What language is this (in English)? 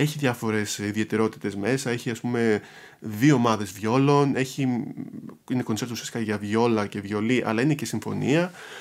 Greek